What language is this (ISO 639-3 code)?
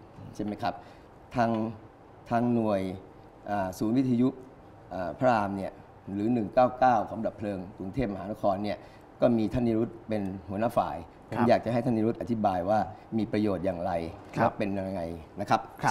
tha